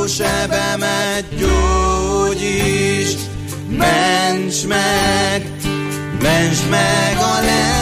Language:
Hungarian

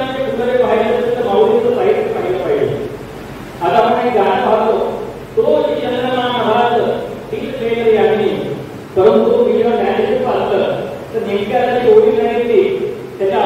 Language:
Marathi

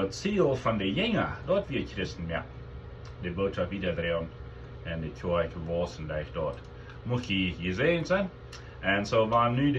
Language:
Plautdietsch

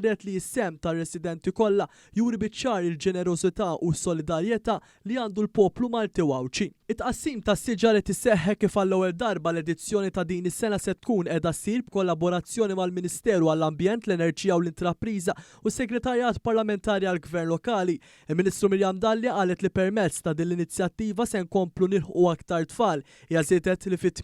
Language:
Maltese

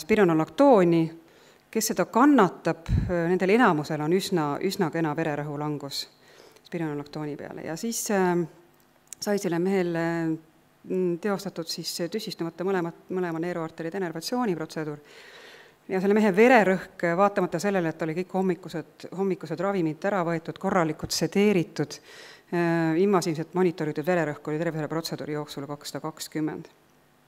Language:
Estonian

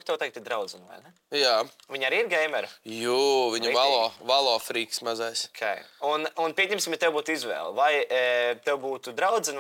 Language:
Latvian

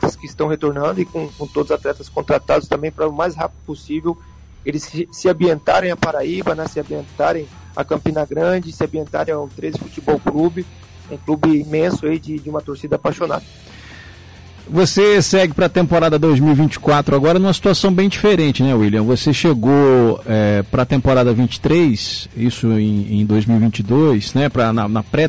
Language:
Portuguese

